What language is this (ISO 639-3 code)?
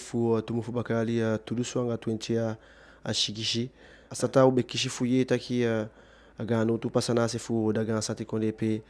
djk